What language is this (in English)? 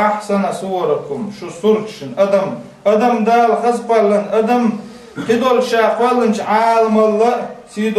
Chechen